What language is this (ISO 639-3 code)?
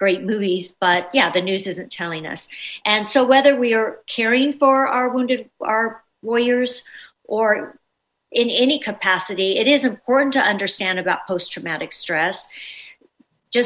eng